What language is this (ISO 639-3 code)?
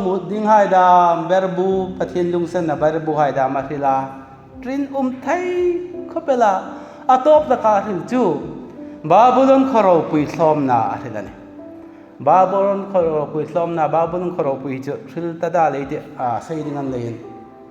hmr